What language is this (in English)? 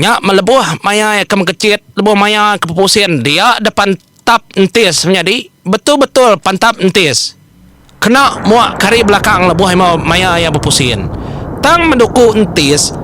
Iban